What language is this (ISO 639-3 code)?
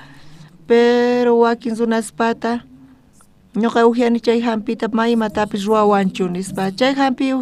quh